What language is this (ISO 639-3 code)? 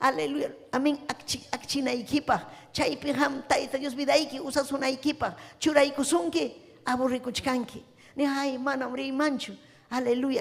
quy